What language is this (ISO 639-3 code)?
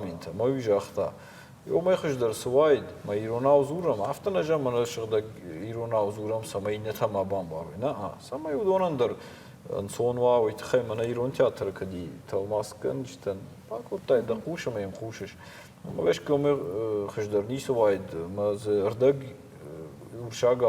oss